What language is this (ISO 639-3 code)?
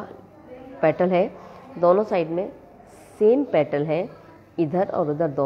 hin